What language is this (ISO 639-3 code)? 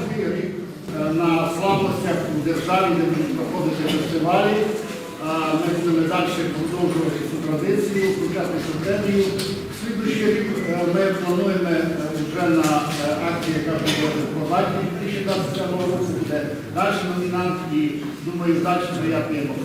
rue